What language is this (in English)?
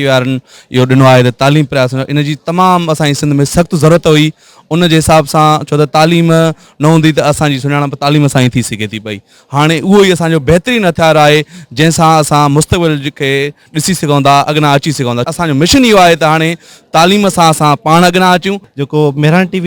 Sindhi